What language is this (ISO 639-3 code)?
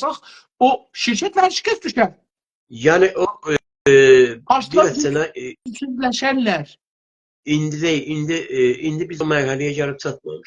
azb